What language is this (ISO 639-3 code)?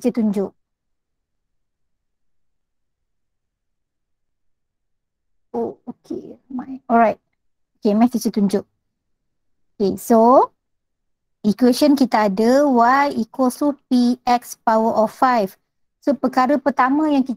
msa